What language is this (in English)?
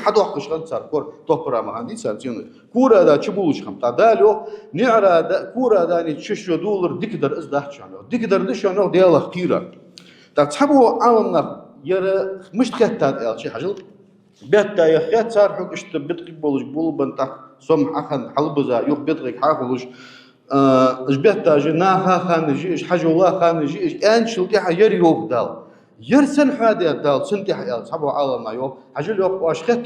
Ingush